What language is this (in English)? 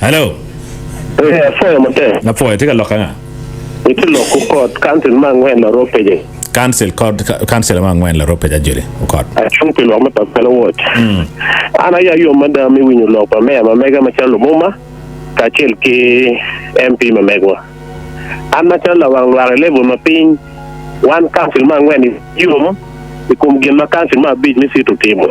Acoli